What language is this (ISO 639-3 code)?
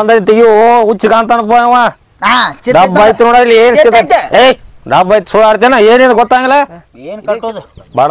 kan